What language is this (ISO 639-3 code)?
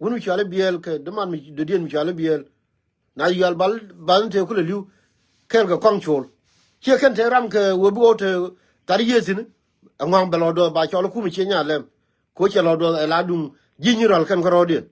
nus